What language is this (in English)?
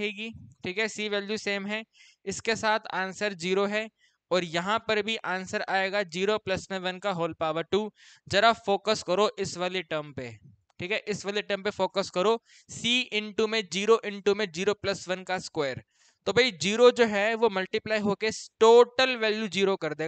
Hindi